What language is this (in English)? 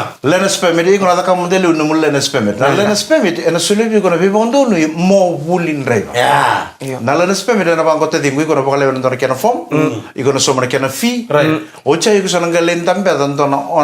Fijian